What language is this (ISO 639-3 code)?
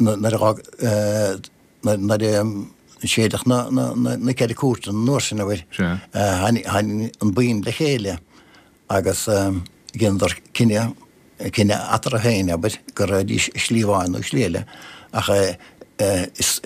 gle